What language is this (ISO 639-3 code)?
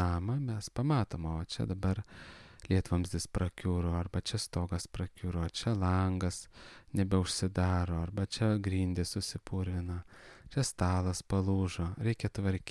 lit